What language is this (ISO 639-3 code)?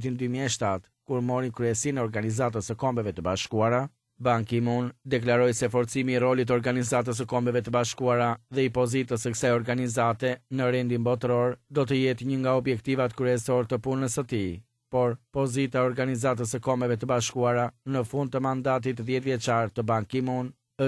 sqi